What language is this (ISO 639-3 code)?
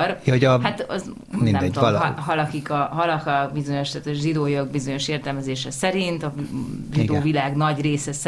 hun